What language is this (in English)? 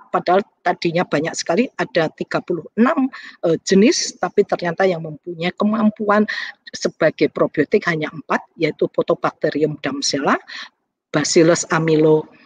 Indonesian